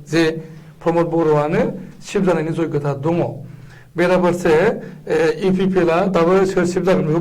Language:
Bodo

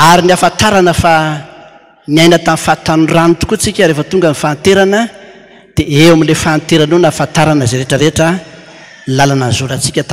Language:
Malagasy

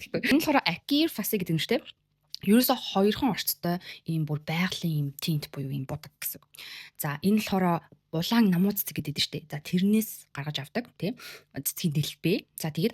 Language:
Mongolian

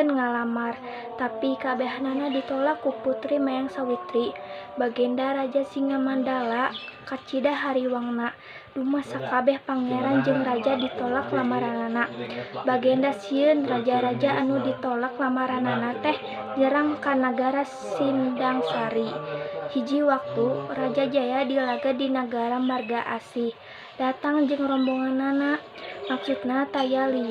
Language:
Sundanese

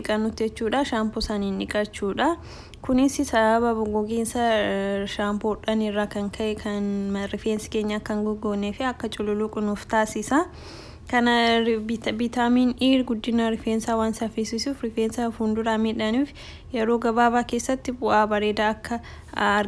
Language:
Oromo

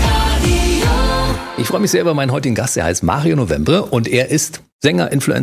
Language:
German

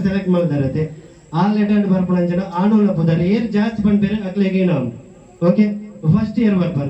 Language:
Tulu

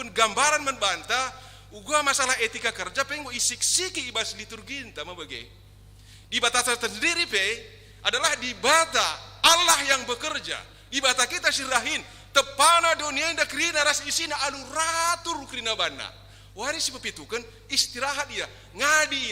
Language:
Batak Karo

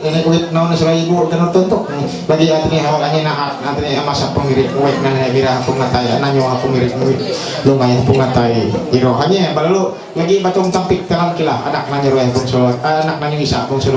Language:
Ma'anyan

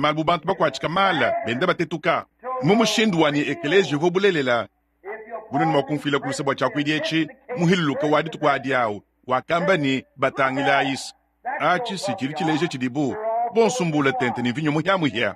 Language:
Luba-Lulua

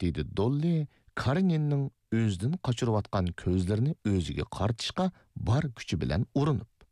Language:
Uyghur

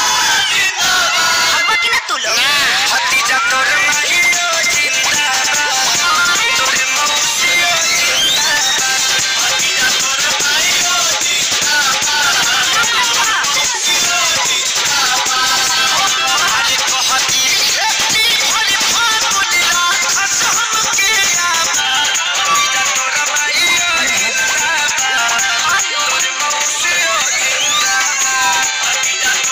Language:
Bhojpuri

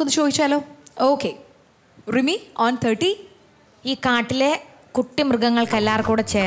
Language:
Malayalam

